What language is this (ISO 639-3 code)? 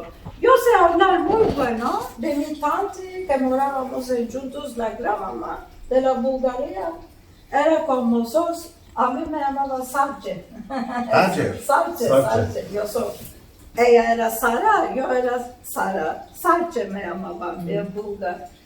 lad